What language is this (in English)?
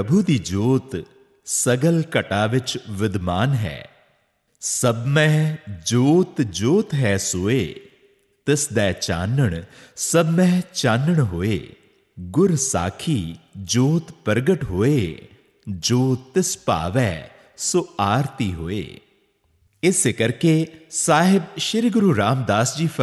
Punjabi